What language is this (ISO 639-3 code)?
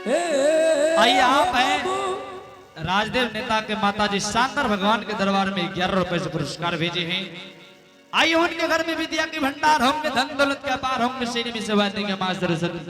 anp